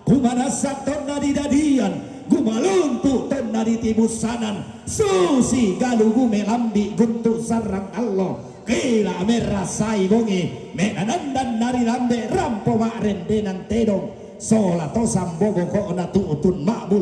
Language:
Toraja-Sa'dan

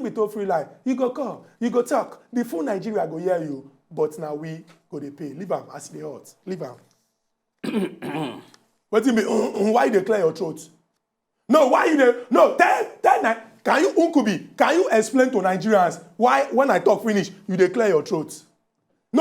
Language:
Nigerian Pidgin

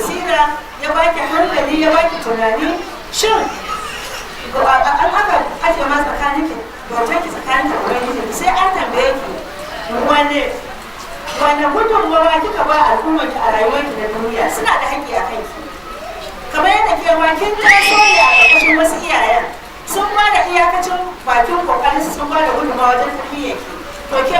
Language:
Hausa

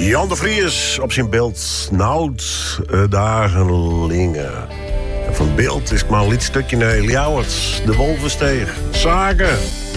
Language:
Western Frisian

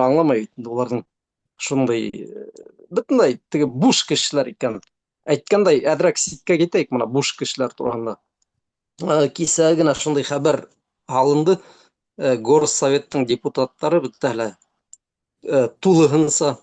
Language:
Bashkir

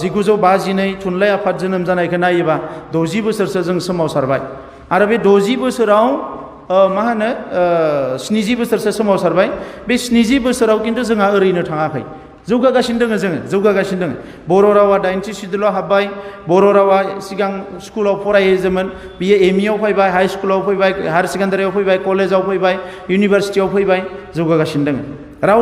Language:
Bodo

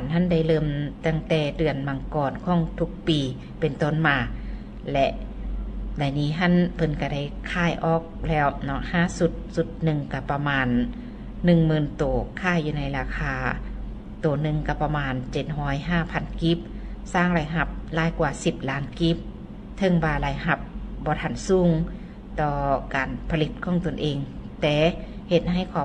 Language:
Lao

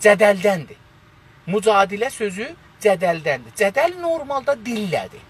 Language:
South Azerbaijani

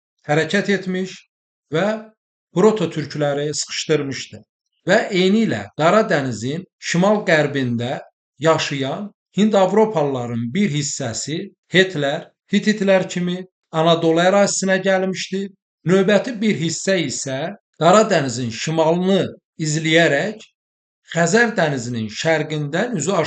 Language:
Azerbaijani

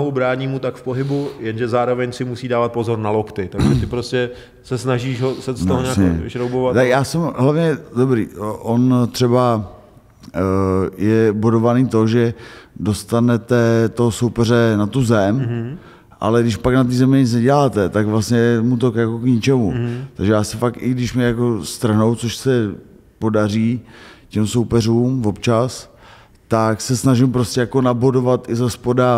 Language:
Czech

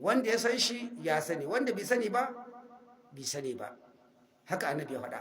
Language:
Hausa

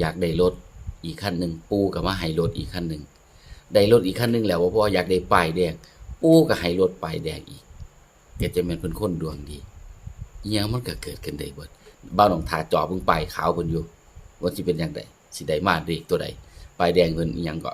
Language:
Northeastern Thai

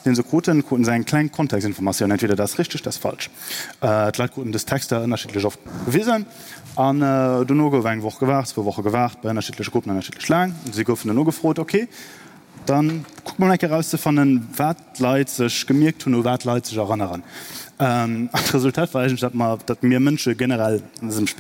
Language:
Luxembourgish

